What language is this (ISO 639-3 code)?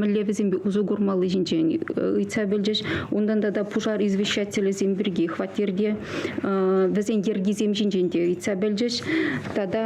chv